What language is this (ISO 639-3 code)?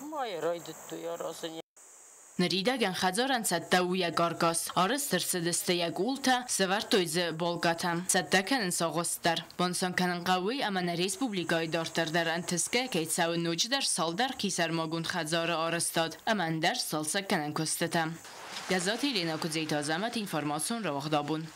oss